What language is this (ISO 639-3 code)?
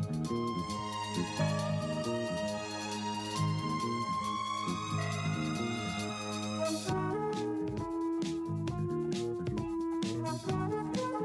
rus